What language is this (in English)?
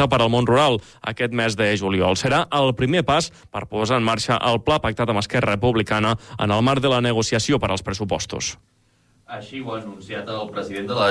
Catalan